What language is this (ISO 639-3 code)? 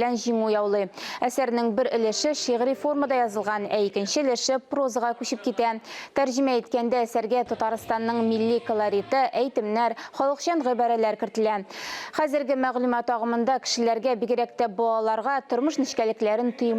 tat